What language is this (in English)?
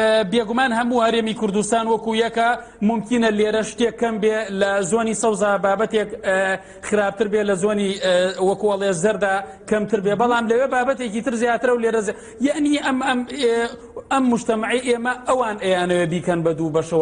Central Kurdish